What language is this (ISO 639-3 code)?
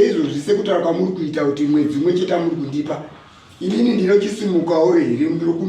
sna